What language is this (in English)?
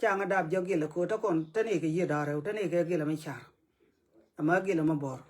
Nuer